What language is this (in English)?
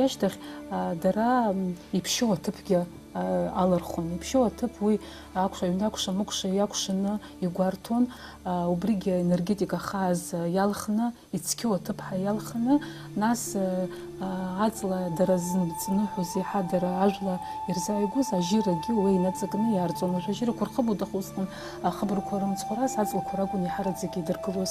Abkhazian